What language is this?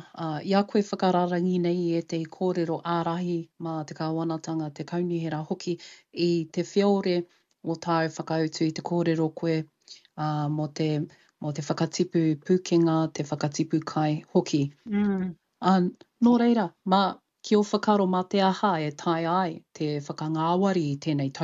Māori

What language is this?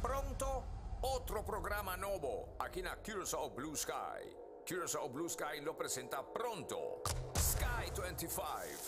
Papiamento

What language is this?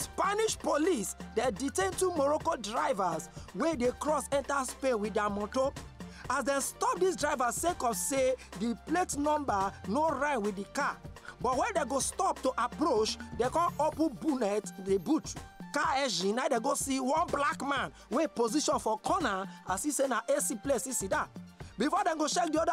Nigerian Pidgin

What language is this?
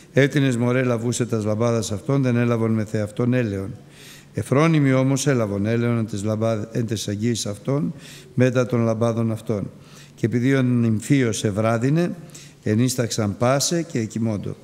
Greek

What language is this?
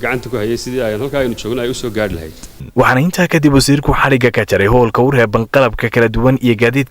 Somali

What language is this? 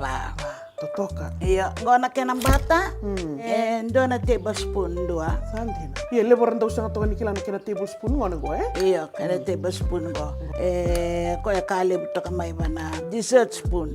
Fijian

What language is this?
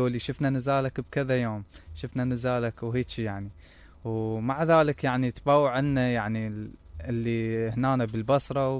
Mesopotamian Arabic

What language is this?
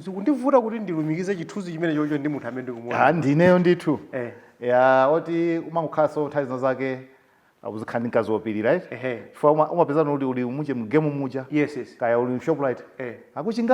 Nyanja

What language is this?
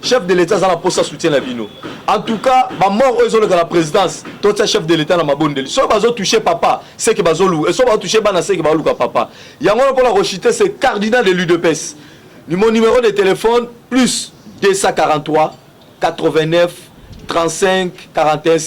Lingala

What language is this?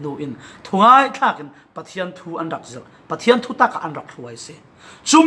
Falam Chin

